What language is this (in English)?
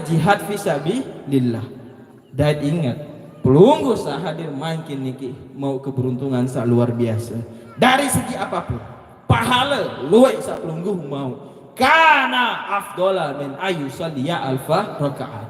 Sasak